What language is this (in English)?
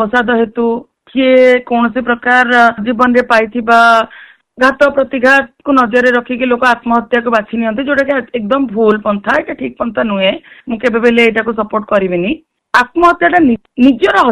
Odia